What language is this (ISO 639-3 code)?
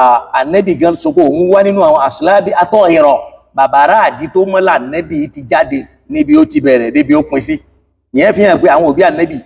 yor